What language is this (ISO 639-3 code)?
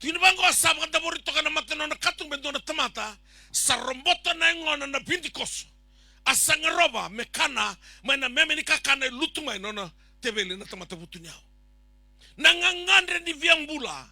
fij